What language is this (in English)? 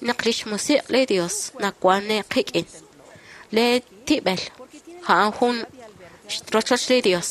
Kekchí